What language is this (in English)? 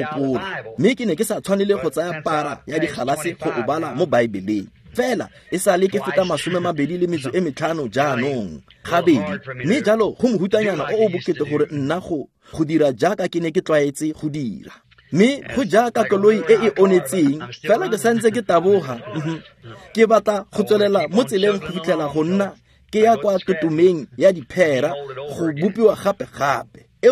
Tswana